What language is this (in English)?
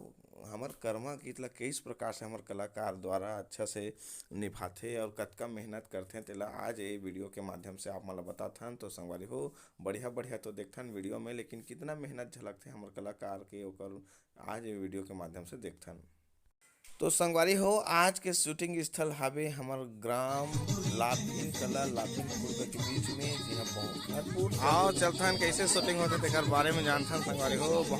Chhattisgarhi